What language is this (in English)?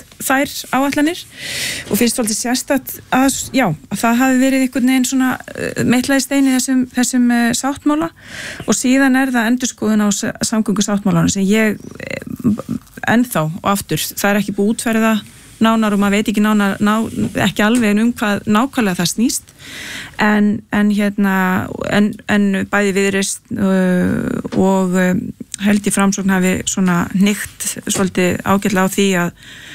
Icelandic